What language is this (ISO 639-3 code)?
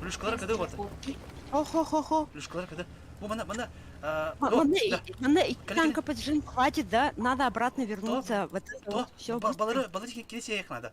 sah